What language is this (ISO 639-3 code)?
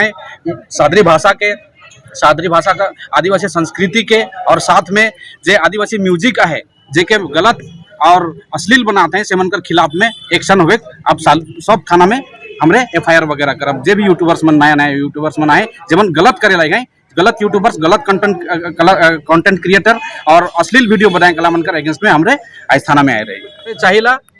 sck